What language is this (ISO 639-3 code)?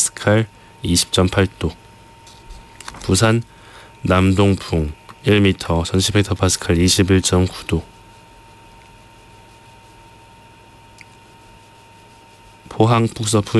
kor